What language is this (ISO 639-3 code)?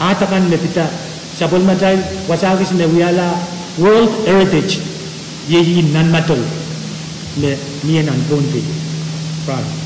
pon